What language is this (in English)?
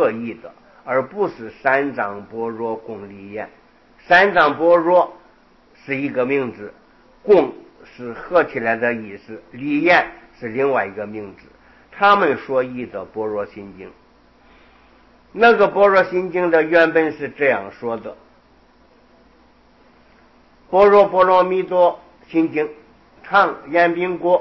Chinese